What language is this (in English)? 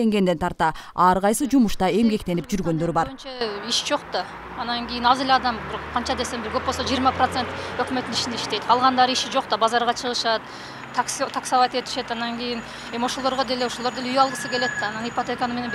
Kyrgyz